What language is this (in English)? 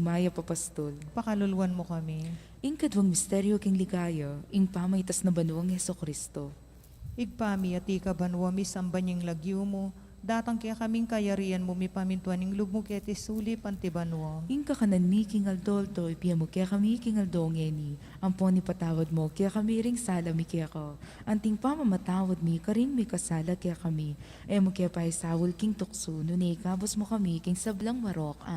Pampanga